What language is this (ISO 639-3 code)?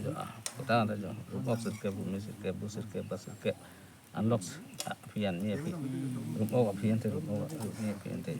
mjw